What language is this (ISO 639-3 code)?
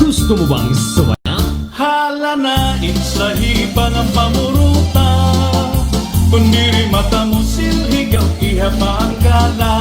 war